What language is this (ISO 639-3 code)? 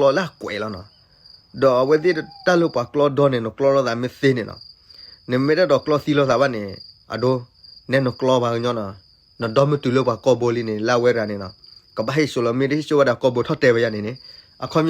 ksw